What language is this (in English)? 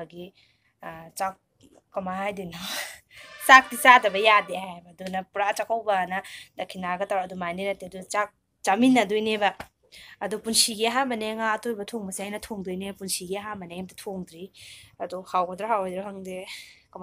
Manipuri